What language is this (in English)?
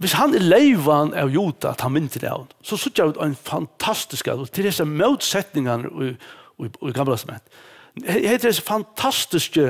Faroese